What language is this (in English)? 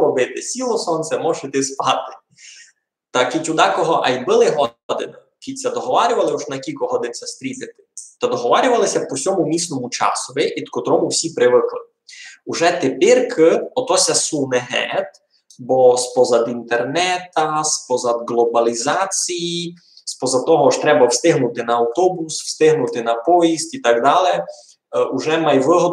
Rusyn